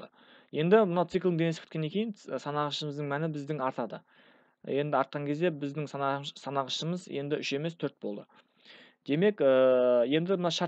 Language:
Kazakh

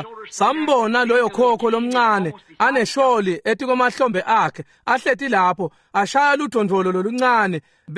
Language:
Swati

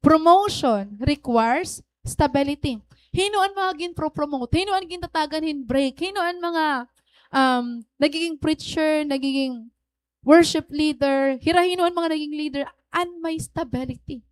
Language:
Waray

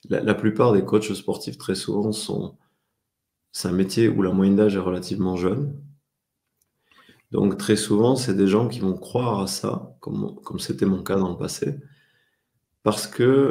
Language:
French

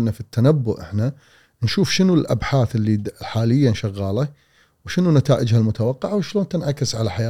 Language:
Gulf Arabic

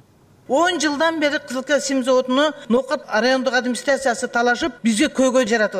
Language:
Kyrgyz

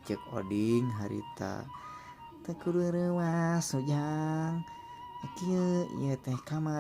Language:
Sundanese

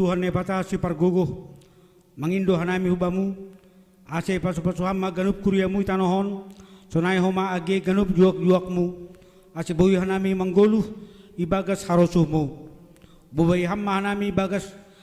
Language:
Batak Simalungun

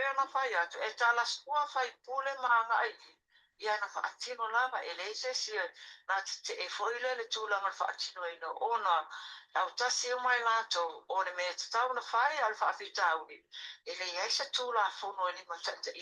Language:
Samoan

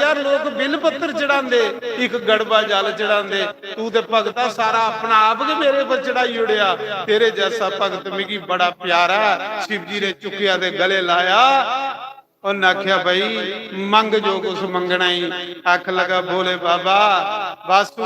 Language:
Dogri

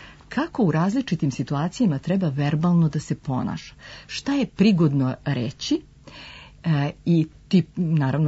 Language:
Serbian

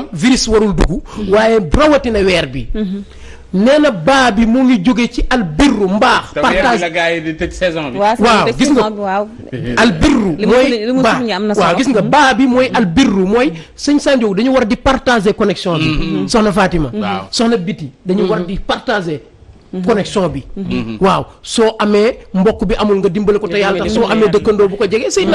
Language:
Wolof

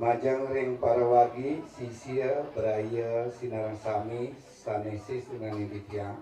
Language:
Balinese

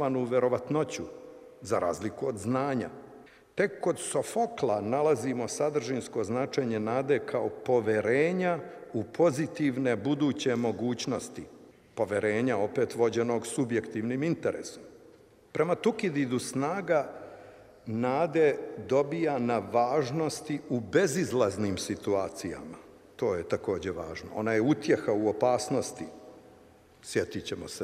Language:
Serbian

